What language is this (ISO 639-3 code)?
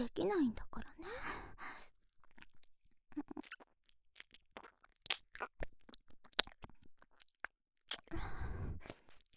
jpn